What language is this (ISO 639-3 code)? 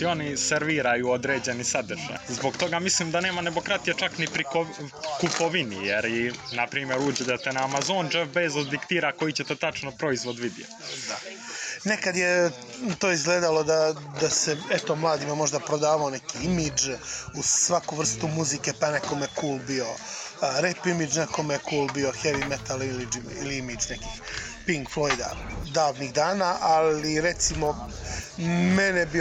hrv